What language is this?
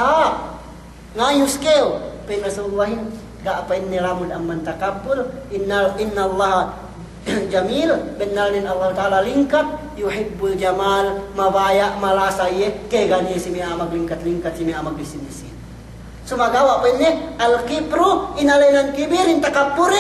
Yakan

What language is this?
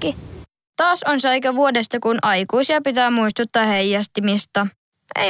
Finnish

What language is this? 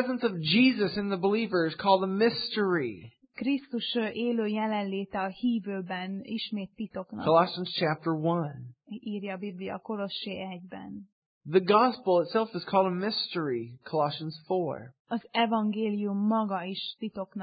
Hungarian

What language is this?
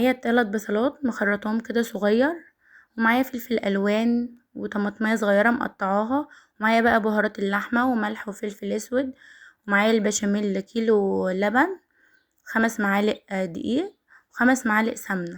Egyptian Arabic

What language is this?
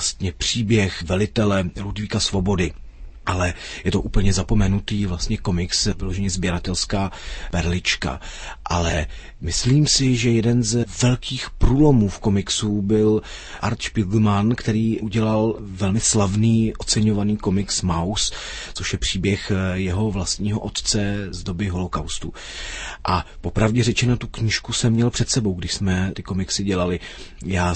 Czech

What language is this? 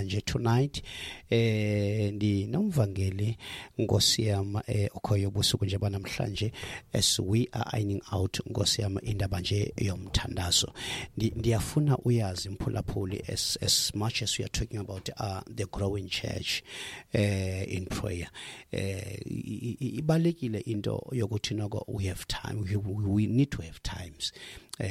Xhosa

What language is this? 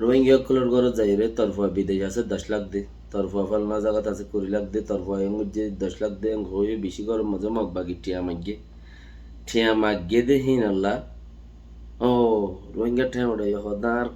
Rohingya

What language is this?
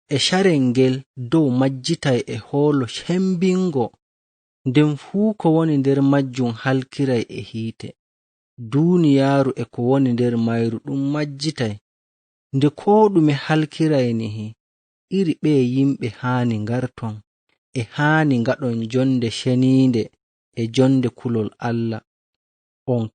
Fula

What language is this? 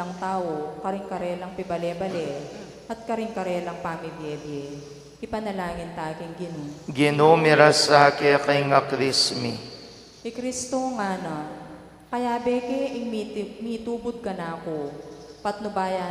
Pampanga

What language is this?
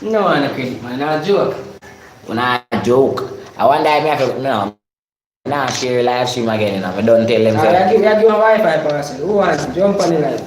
Jamaican Creole English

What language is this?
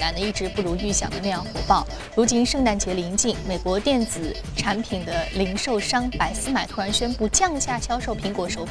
Chinese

